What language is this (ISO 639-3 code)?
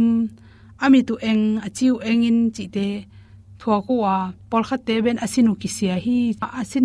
ctd